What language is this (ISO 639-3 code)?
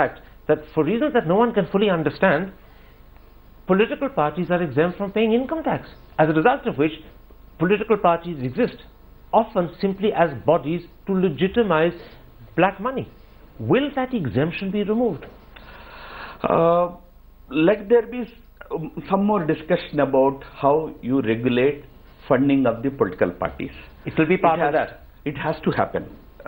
eng